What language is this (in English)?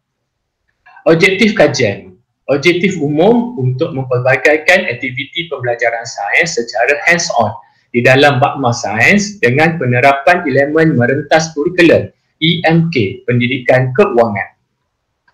Malay